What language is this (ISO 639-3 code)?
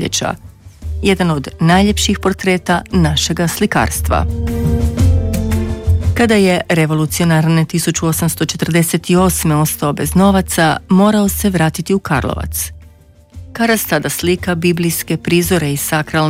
hrv